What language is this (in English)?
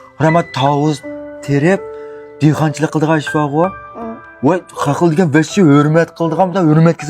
Uyghur